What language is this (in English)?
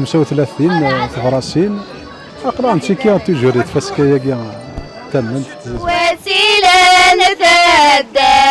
Kabyle